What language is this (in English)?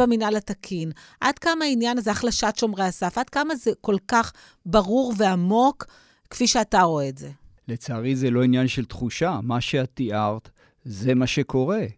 Hebrew